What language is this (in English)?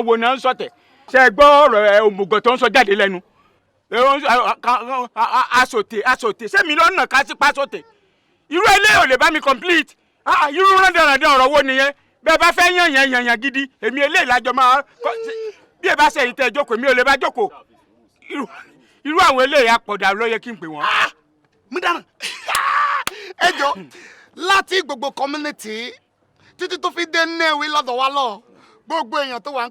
Yoruba